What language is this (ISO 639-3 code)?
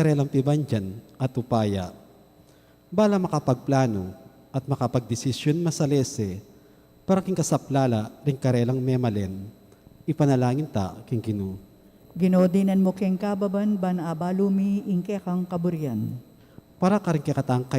pam